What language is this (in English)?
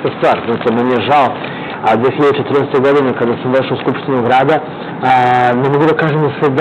Serbian